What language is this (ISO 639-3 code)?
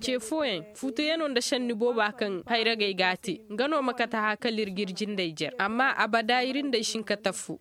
ses